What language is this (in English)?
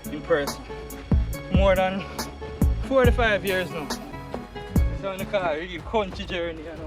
Jamaican Creole English